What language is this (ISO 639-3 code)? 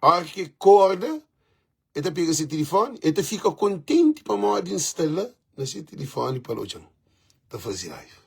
kea